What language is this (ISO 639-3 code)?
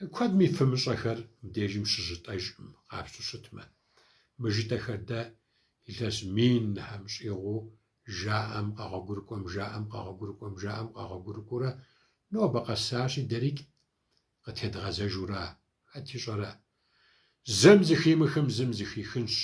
kbd